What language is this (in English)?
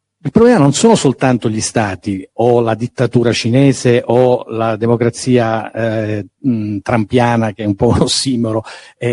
Italian